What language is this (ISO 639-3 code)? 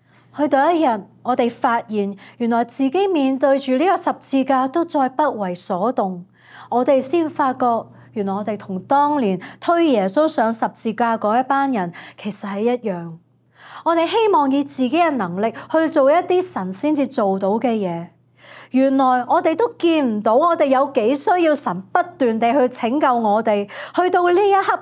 yue